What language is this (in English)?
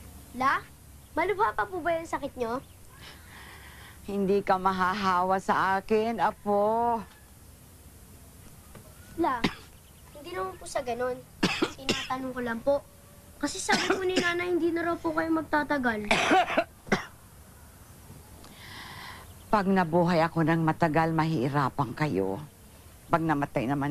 Filipino